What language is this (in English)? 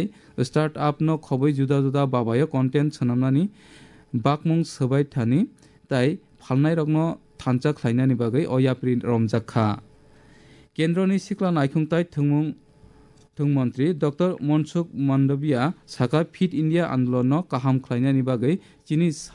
Kok Borok